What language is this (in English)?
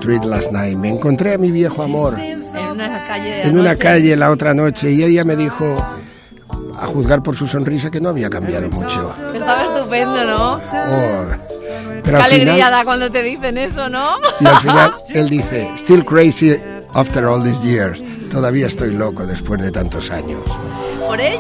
Spanish